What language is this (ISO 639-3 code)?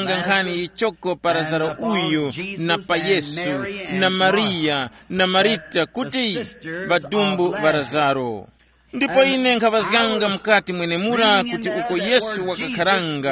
tum